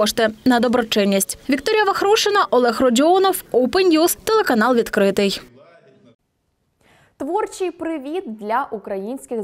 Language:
Ukrainian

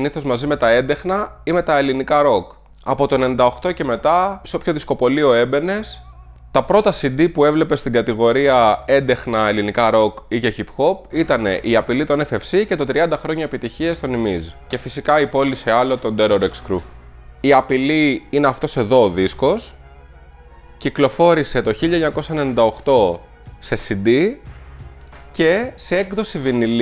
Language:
Greek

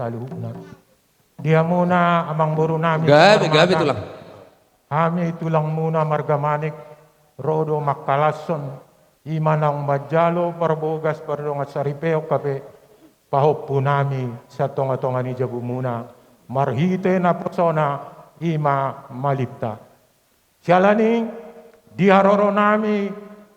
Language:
Batak Toba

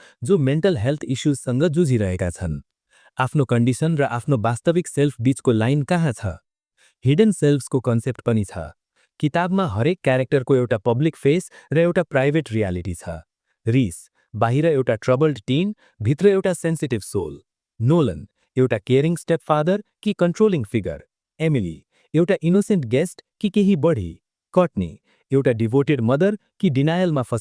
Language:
Nepali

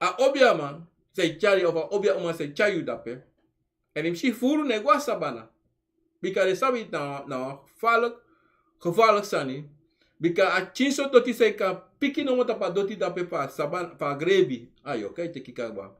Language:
Sranan Tongo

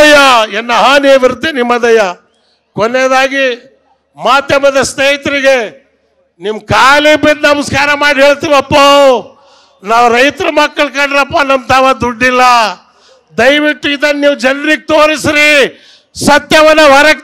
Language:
Kannada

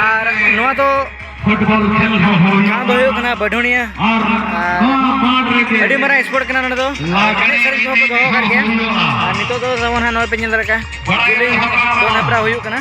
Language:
Santali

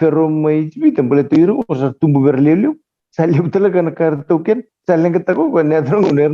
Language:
Fijian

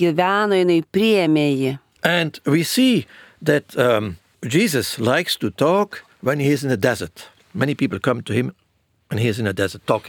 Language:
Lithuanian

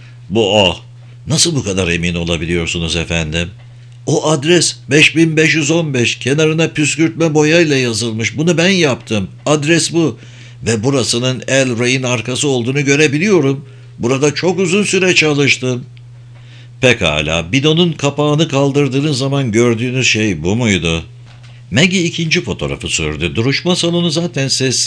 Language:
Turkish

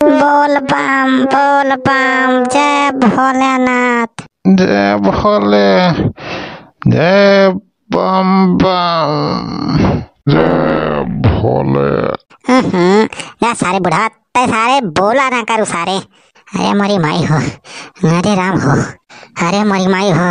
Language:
Awadhi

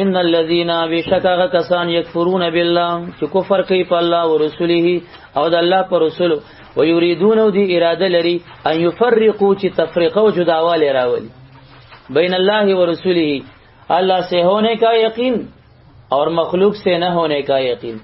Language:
Pashto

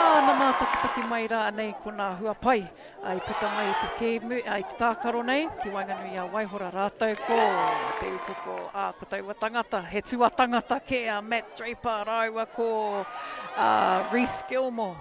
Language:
Māori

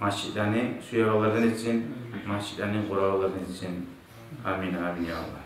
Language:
Kumyk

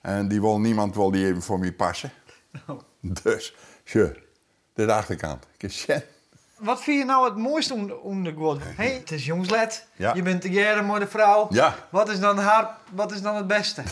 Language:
Western Frisian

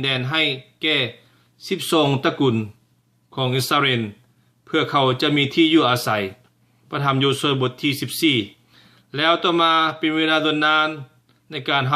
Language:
Lao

